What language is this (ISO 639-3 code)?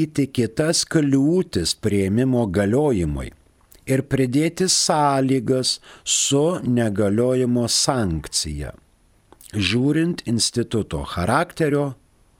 lit